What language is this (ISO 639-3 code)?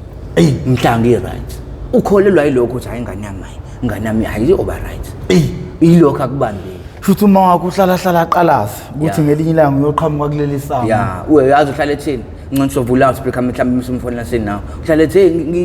zul